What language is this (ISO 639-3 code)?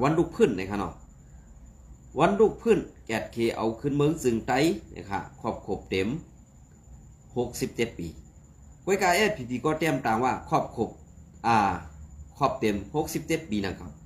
shn